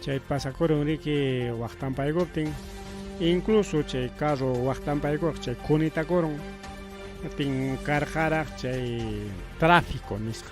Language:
Ayacucho Quechua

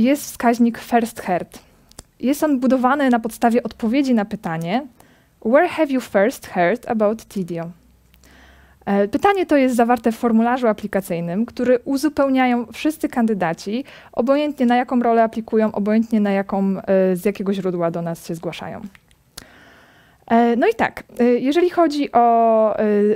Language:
Polish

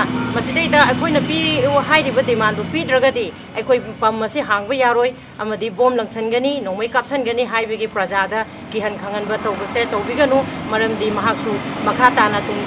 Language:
Manipuri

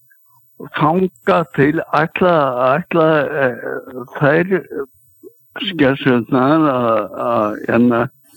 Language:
Icelandic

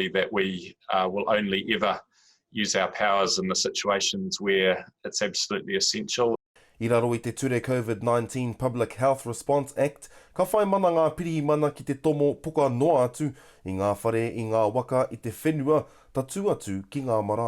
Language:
Māori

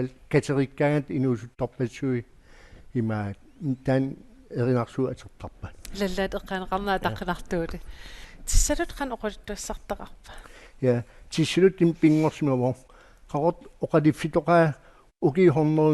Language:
Kalaallisut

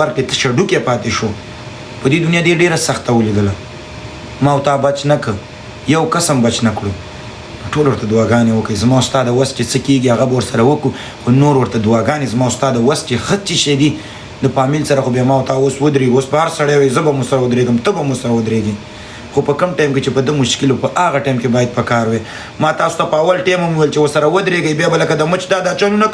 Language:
Pashto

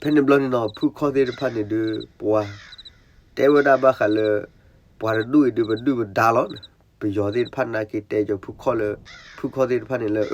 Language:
S'gaw Karen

